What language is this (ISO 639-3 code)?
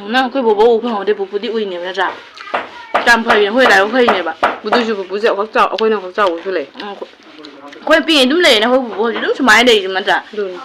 mni